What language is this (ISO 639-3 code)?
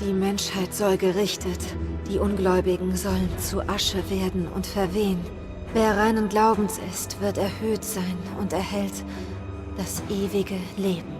gsw